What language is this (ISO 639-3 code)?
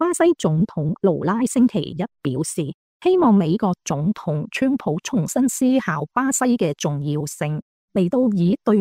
yue